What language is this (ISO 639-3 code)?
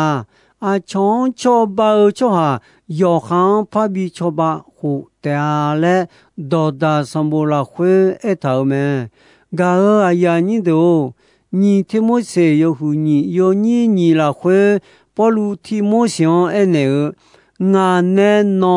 ahk